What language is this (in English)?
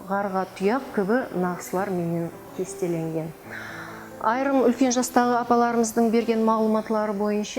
Kara-Kalpak